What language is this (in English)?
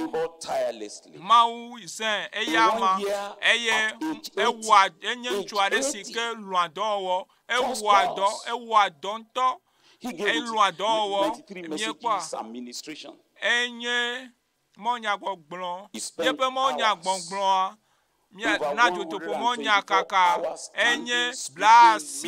Ewe